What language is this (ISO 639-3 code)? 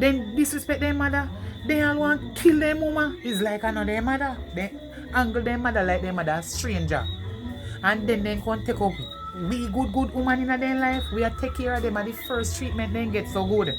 jam